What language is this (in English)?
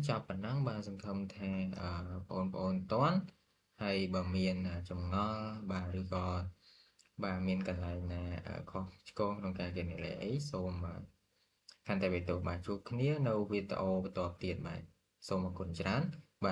Khmer